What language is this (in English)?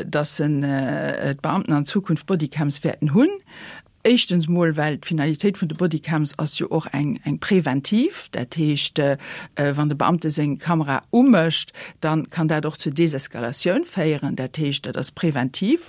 Luxembourgish